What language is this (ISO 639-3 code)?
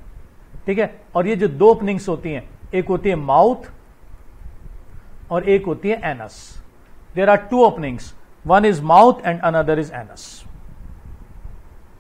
hin